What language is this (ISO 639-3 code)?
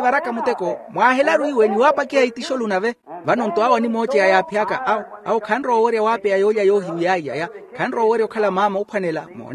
vmw